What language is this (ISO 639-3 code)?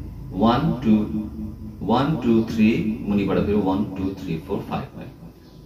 nep